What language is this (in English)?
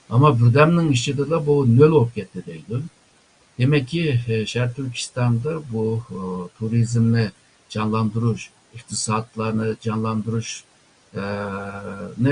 Uyghur